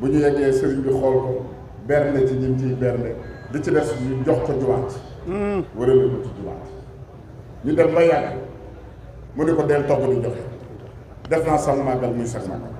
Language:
Wolof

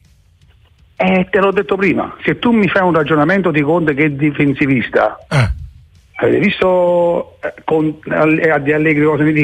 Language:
Italian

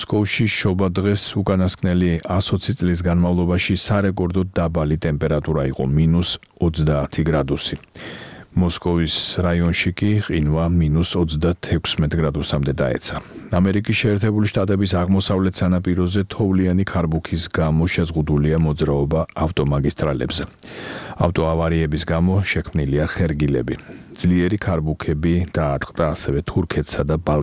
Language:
Georgian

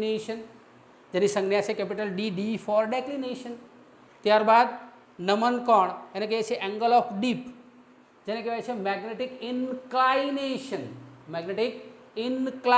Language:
Gujarati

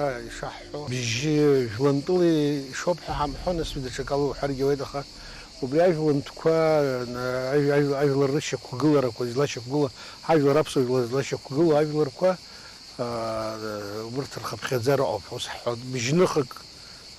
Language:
Abkhazian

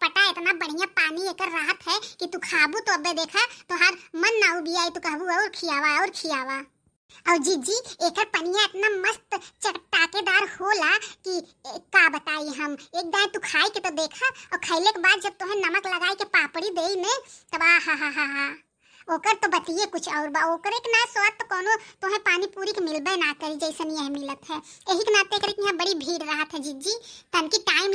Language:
Bhojpuri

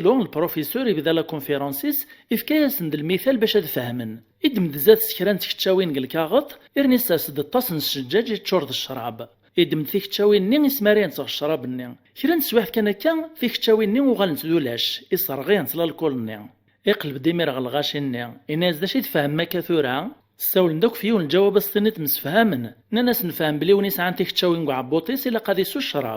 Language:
Kabyle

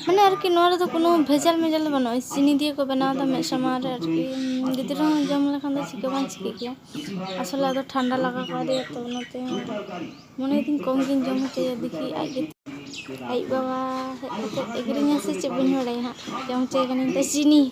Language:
Santali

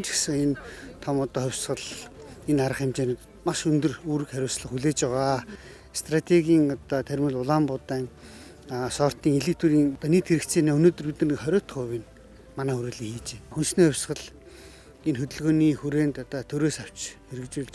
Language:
Mongolian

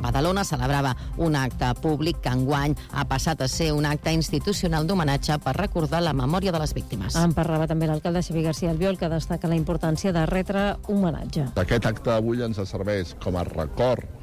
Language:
Catalan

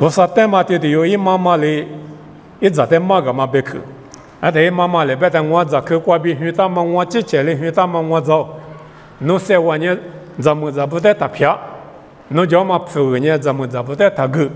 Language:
Lisu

